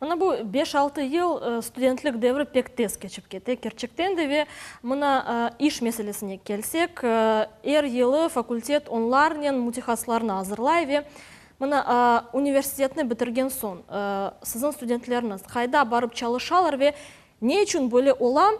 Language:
Crimean Tatar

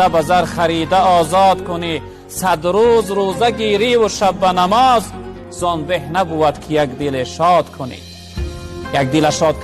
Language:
Tajik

